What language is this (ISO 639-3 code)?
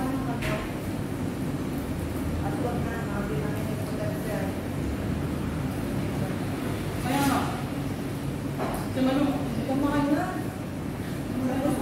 fil